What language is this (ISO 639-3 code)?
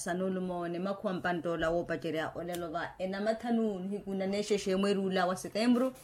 vmw